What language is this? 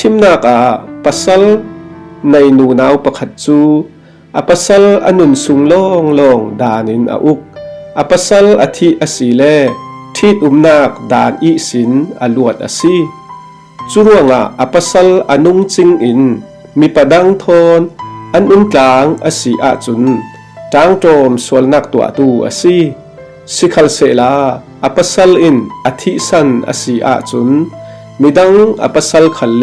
Falam Chin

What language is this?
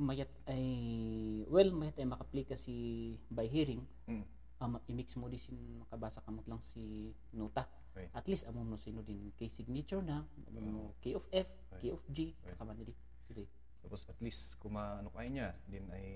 Kankanaey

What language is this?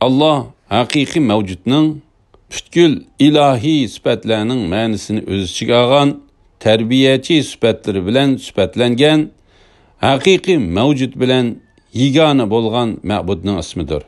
Uyghur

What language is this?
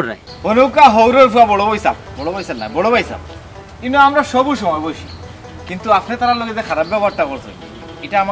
Sylheti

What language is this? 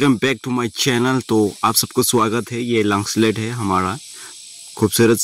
Dimasa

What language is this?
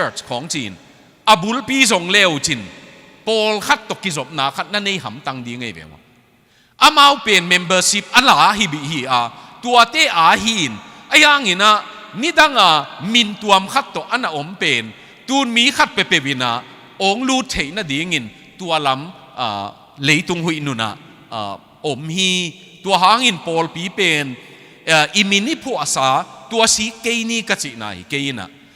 Tedim Chin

